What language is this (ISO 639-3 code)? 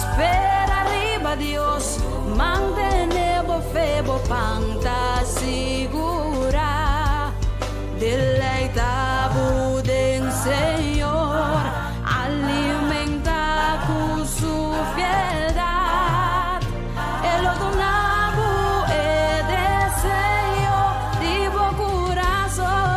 pap